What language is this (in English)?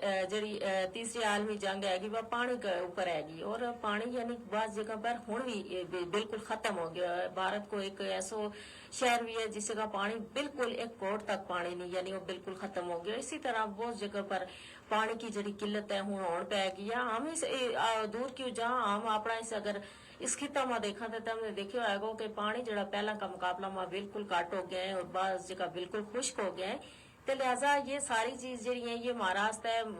Gujari